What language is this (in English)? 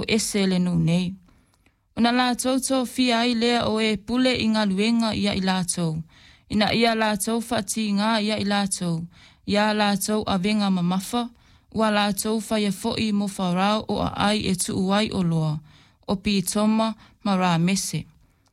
Samoan